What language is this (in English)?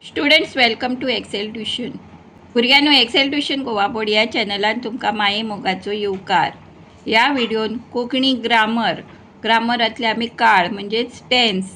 Konkani